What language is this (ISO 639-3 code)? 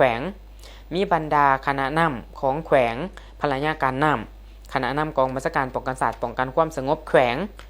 lao